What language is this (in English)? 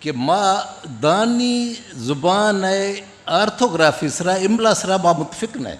Eastern Balochi